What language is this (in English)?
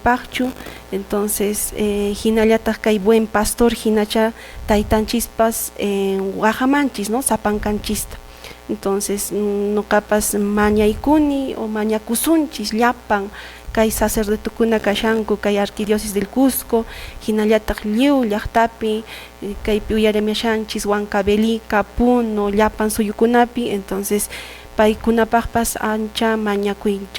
Quechua